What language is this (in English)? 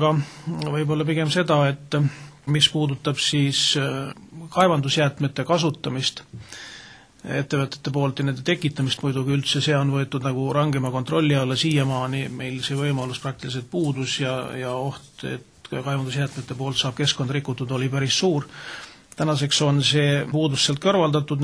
Estonian